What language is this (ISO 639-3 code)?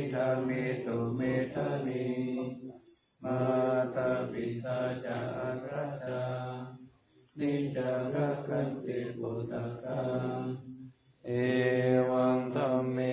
pli